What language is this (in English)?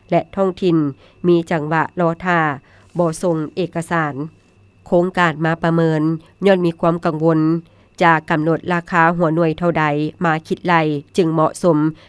Lao